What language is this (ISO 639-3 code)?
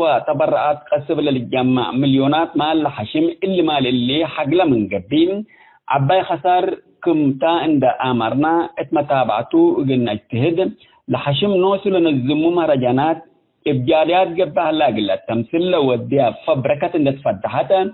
tig